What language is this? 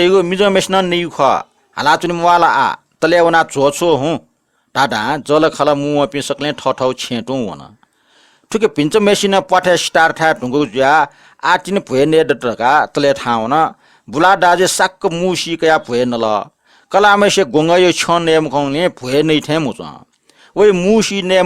Newari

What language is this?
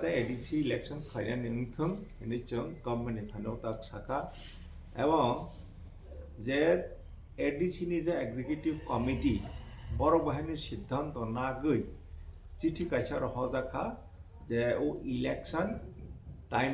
Kok Borok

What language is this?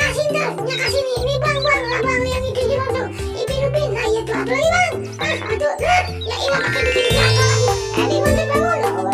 Betawi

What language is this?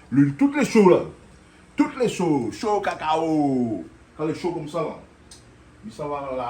Réunion Creole French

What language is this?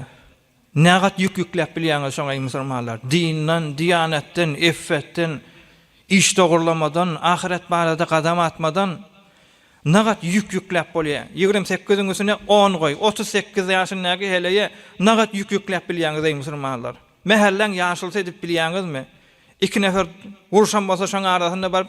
Turkmen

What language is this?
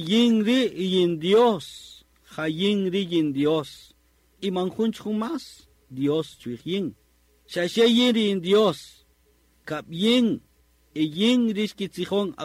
Kaqchikel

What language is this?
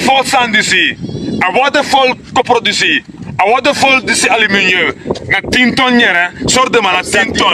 Sranan Tongo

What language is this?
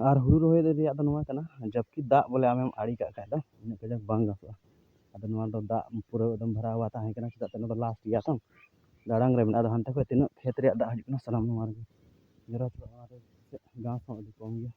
Santali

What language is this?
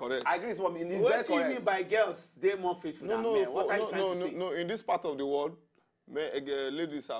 Nigerian Pidgin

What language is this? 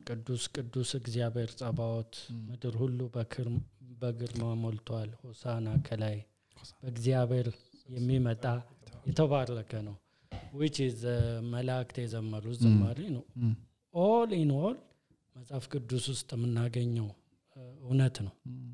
Amharic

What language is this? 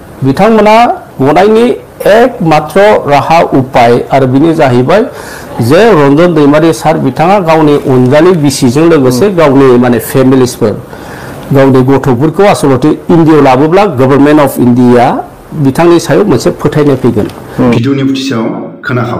Bodo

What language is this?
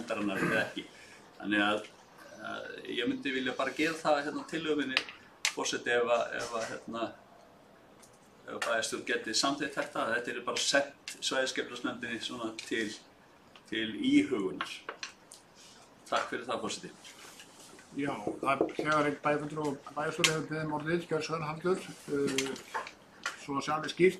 Icelandic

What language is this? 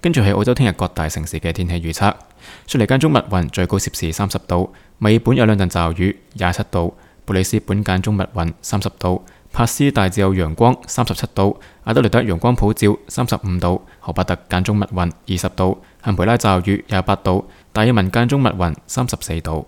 Cantonese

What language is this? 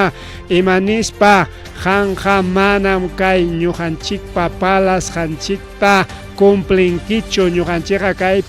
Ayacucho Quechua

